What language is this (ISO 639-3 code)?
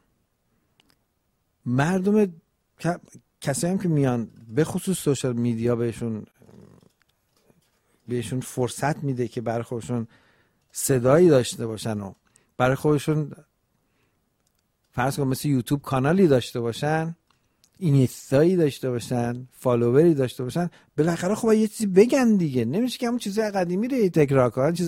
fas